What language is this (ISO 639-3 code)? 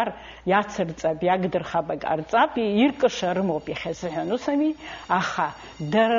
abk